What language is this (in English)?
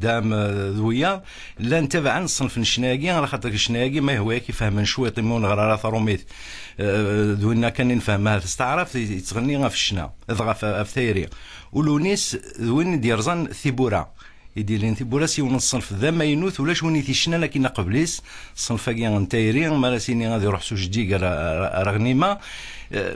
Kabyle